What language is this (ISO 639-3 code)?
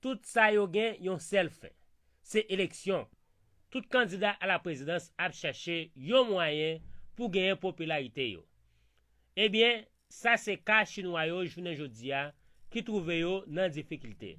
hat